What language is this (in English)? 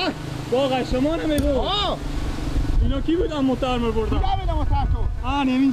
Persian